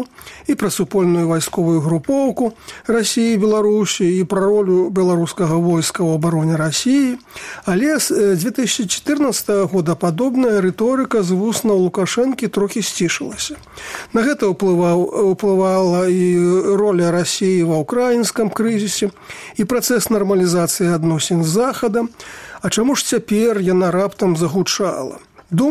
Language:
Belarusian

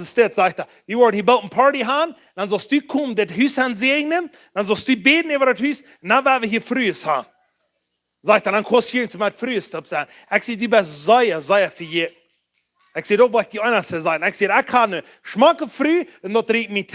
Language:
Plautdietsch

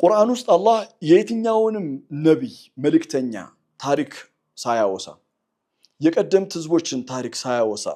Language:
Amharic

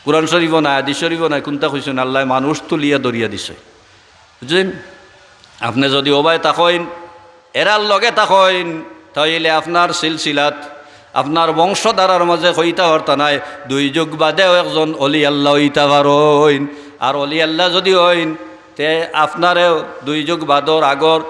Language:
Sylheti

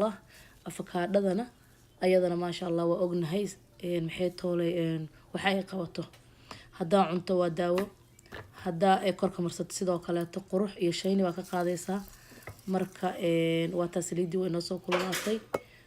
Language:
Somali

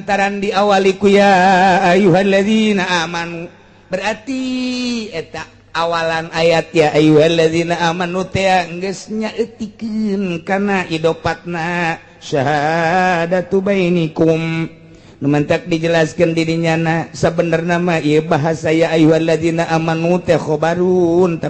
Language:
Sundanese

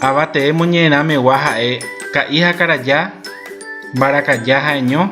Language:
Guarani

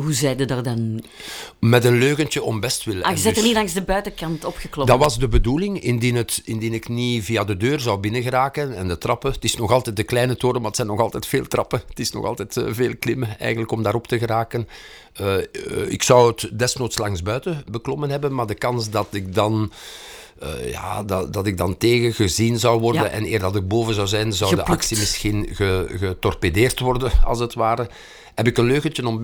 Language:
Dutch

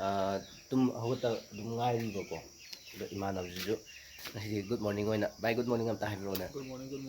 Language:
Manipuri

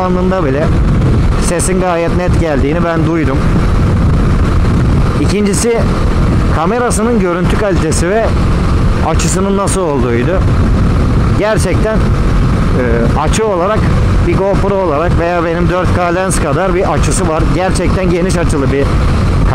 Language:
Turkish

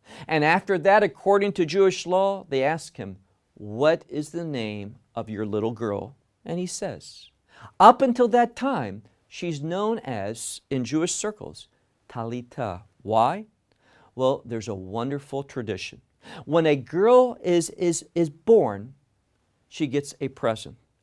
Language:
English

